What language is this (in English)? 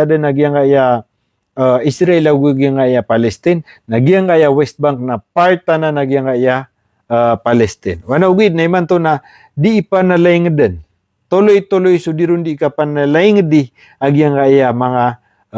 Maranao